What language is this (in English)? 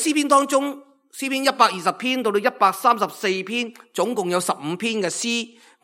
Cantonese